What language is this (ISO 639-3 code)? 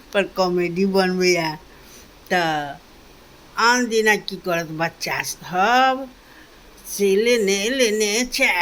mai